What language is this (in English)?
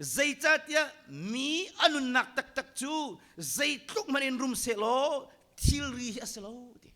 Hakha Chin